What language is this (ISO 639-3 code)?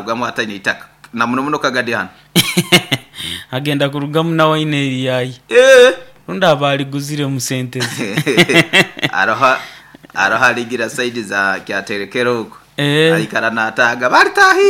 nyo